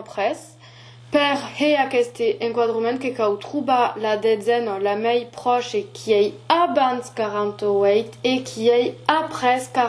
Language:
Occitan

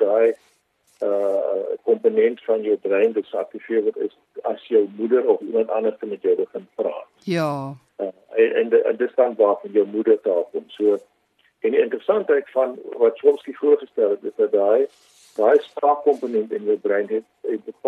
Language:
Afrikaans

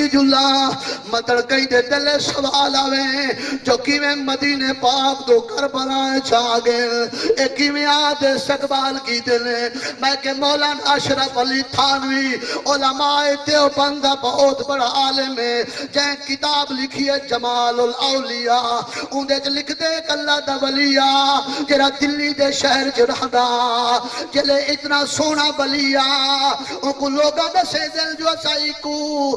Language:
Saraiki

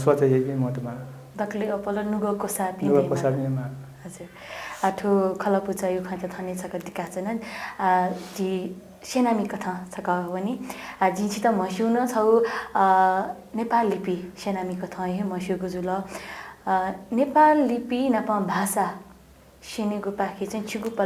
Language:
Newari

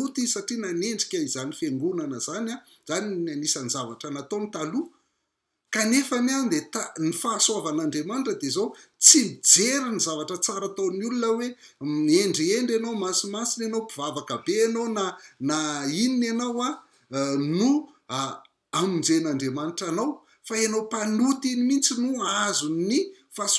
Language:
Malagasy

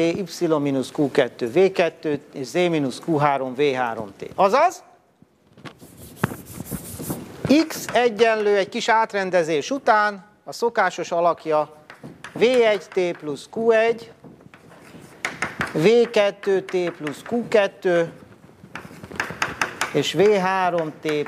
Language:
Hungarian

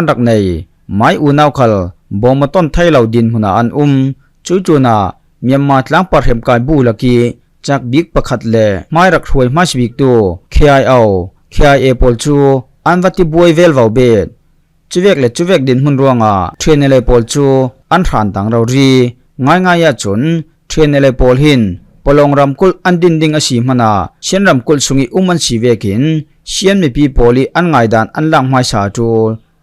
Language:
Falam Chin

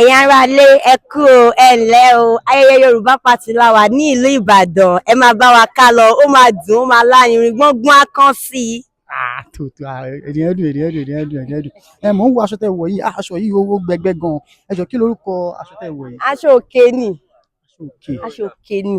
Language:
Yoruba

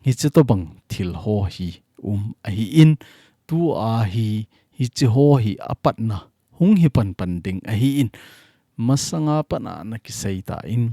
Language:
Thado Chin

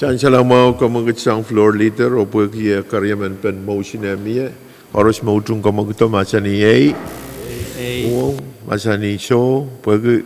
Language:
Pohnpeian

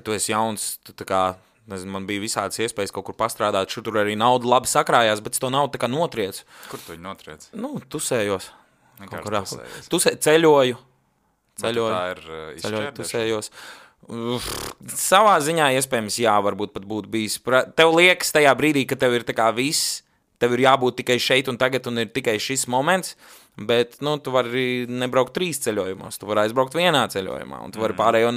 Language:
Latvian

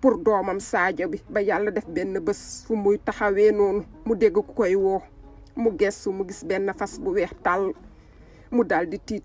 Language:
Wolof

